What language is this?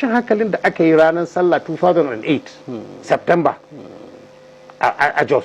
Hausa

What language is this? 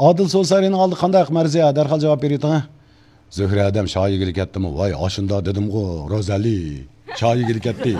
Uyghur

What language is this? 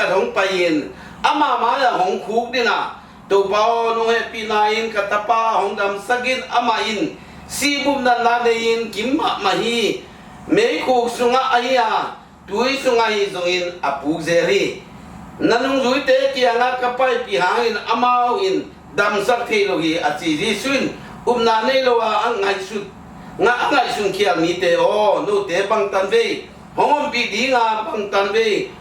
Tedim Chin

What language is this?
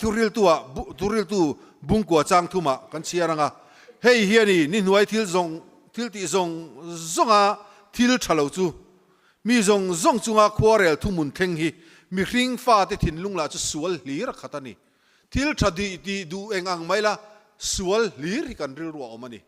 Mizo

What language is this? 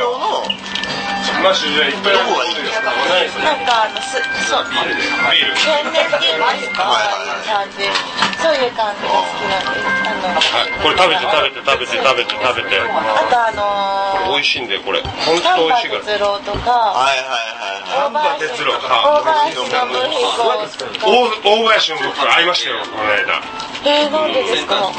Japanese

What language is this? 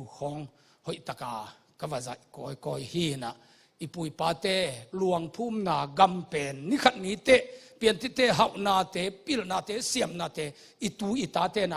Tedim Chin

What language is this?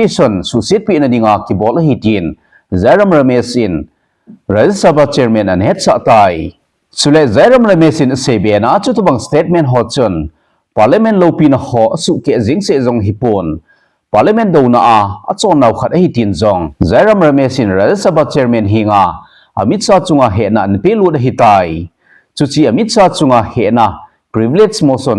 Thado Chin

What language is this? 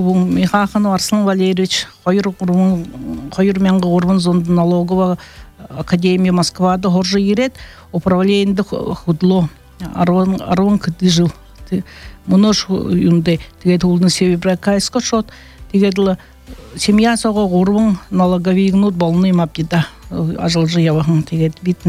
Buriat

